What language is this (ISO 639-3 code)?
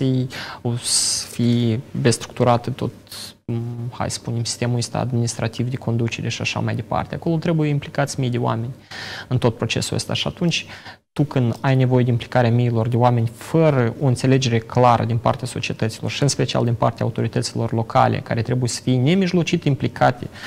ron